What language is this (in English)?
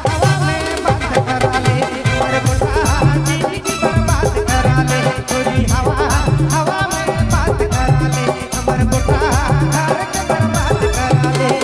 Sadri